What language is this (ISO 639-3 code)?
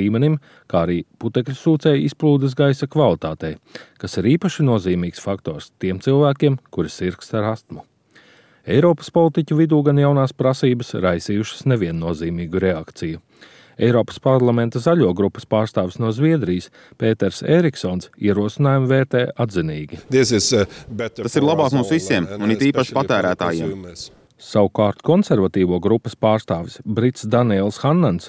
lav